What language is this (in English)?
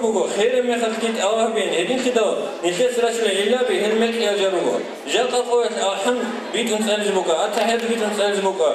Avaric